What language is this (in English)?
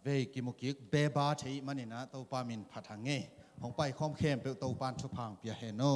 Tedim Chin